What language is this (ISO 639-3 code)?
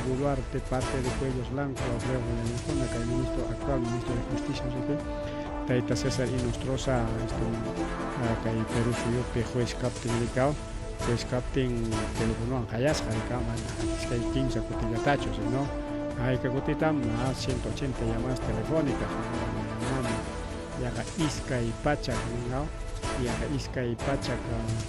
quy